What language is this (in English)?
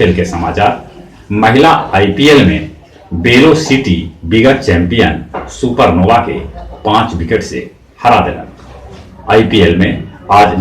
Magahi